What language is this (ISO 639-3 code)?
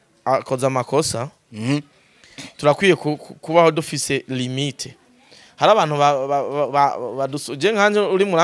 run